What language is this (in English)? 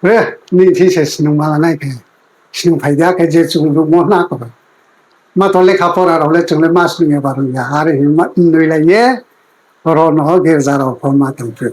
Riang (India)